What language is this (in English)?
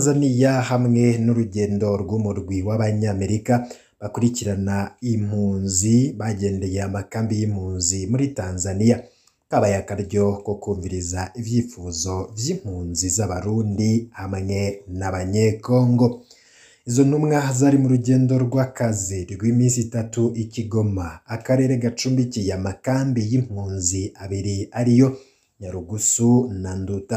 Rundi